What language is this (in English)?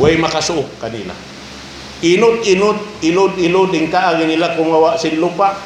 Tausug